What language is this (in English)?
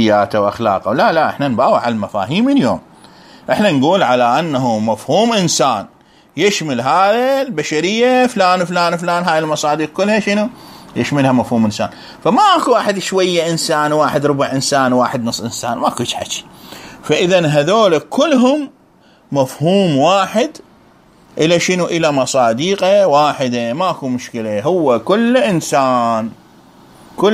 Mesopotamian Arabic